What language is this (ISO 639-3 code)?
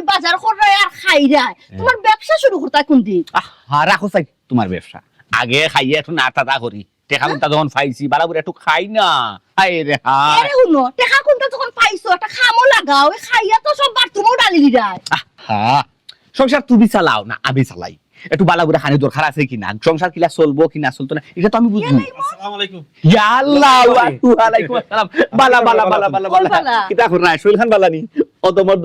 syl